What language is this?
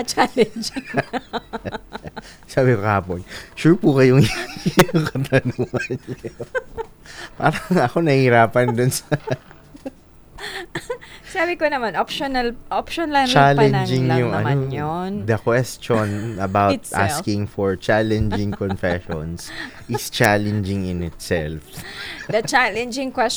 Filipino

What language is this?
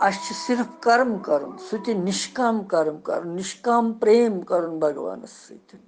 Kashmiri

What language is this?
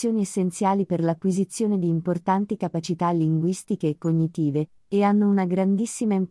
Italian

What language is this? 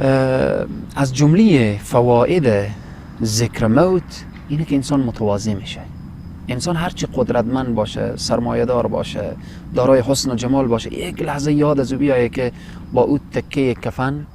Persian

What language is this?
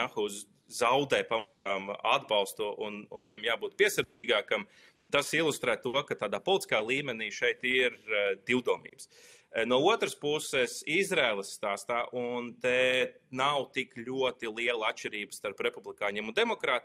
Latvian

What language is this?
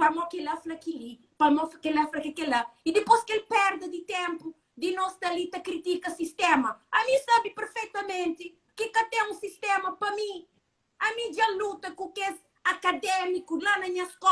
Kabuverdianu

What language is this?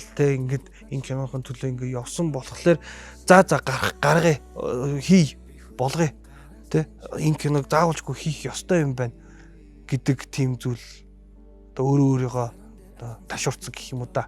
Mongolian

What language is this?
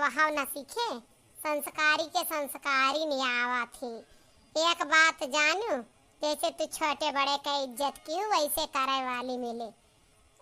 Awadhi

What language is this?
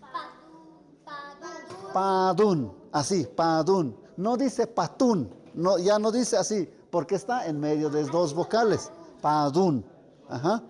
Tlahuitoltepec Mixe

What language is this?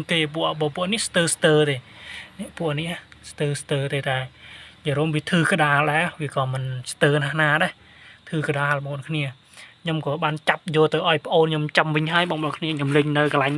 Khmer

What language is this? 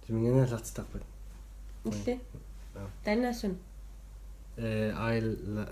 Kalaallisut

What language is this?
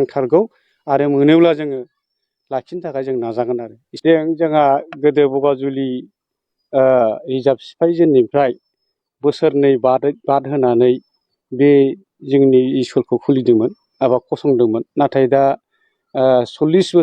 Bodo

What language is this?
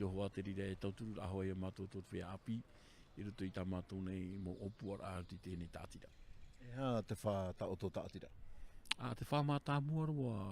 Tahitian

